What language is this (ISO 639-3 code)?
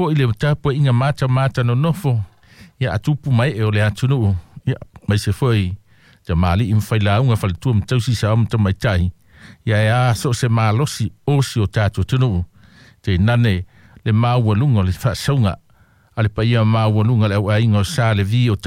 smo